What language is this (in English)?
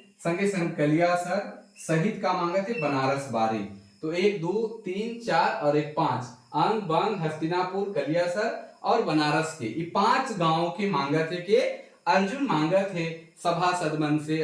Sadri